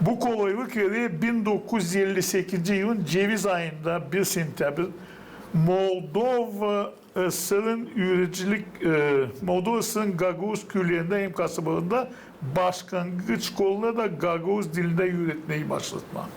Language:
Gagauz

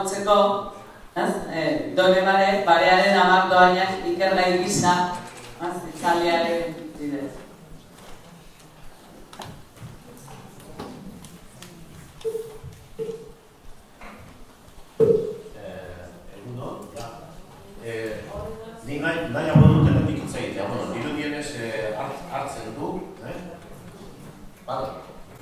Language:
Basque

